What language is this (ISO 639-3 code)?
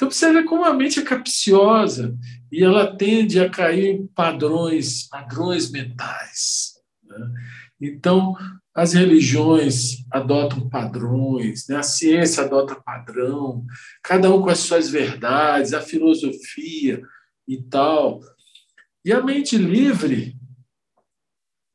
por